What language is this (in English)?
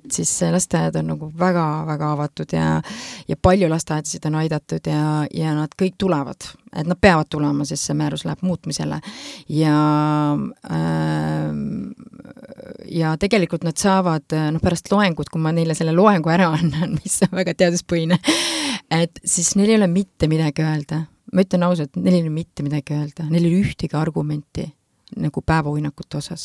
Estonian